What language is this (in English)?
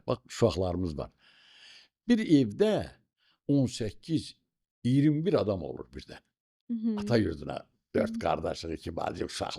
Azerbaijani